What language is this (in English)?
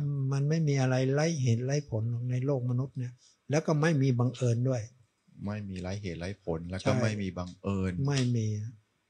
Thai